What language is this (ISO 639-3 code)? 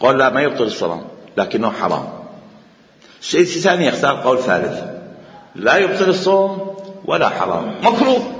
acm